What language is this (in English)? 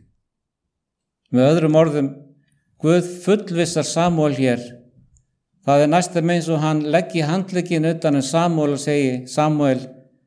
Icelandic